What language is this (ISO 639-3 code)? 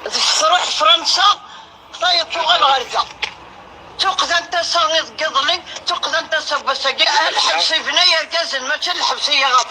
kab